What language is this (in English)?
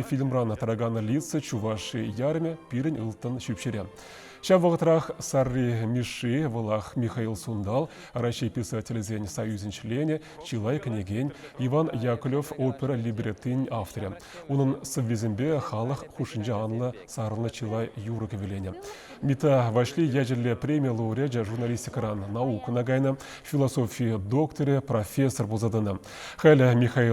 Chuvash